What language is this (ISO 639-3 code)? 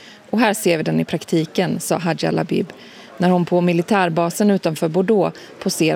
swe